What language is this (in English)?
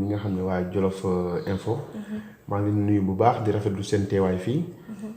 Wolof